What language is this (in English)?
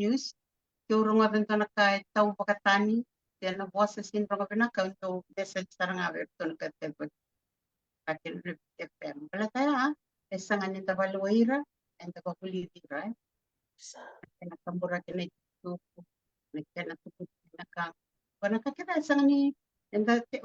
Fijian